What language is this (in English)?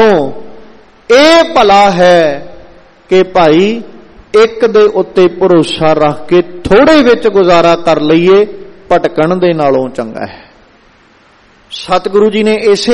Punjabi